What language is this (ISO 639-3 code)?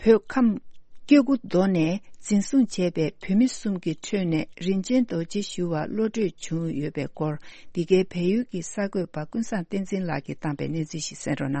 bod